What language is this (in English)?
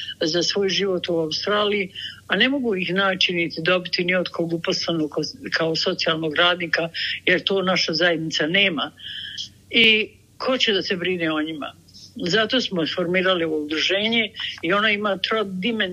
Bosnian